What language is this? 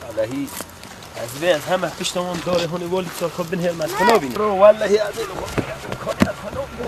Kurdish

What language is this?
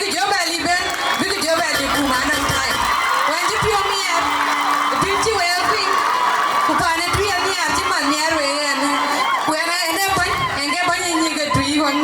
Dinka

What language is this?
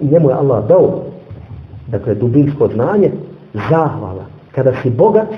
Bosnian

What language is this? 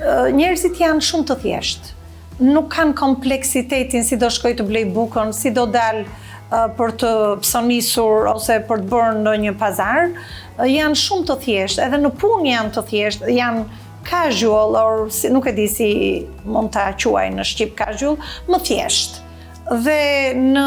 Albanian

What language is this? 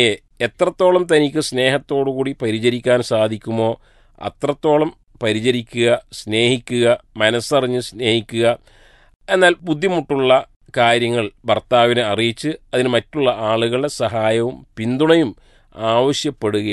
Malayalam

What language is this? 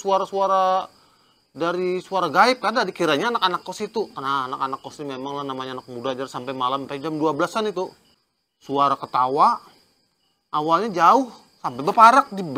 Banjar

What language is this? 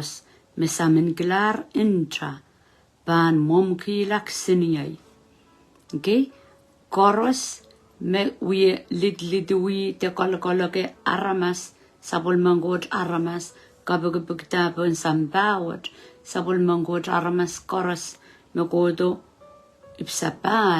Pohnpeian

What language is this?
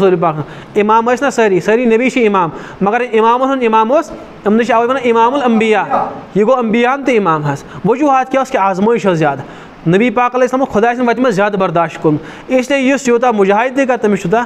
Kashmiri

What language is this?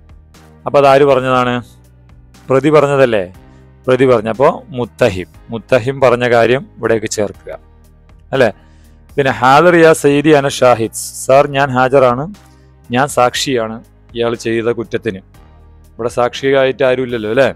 Malayalam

